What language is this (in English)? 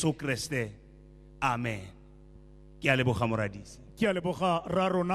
Tswana